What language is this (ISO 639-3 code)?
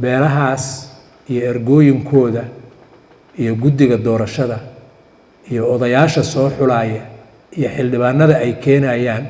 som